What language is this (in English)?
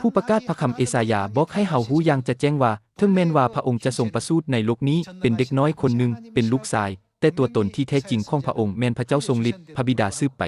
Lao